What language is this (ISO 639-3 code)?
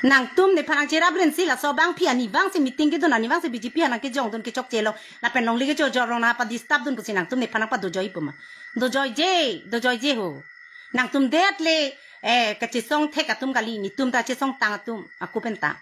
mjw